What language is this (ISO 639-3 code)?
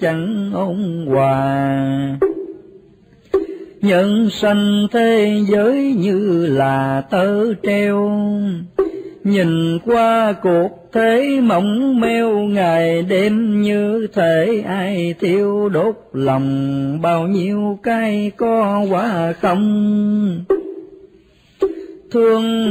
vie